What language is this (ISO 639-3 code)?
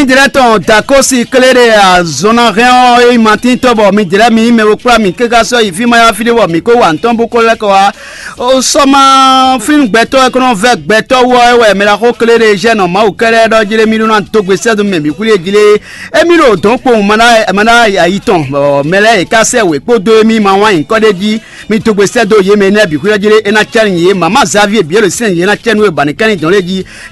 fon